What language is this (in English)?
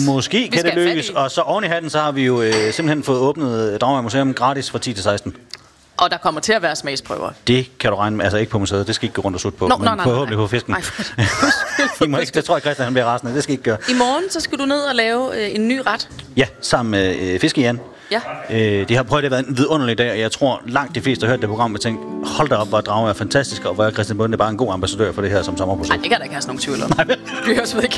Danish